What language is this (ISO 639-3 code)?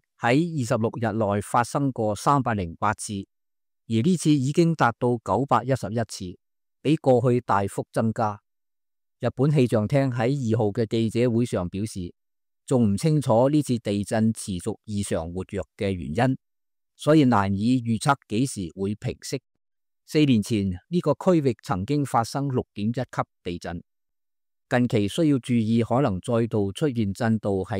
yue